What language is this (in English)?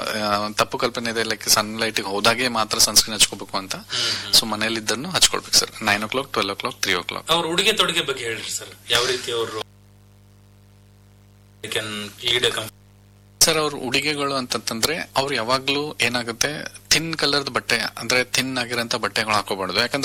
Kannada